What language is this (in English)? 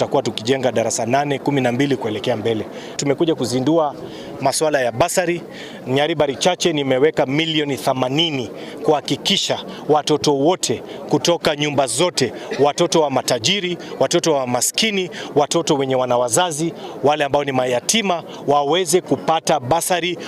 Gusii